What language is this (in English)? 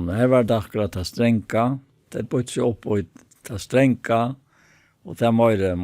Faroese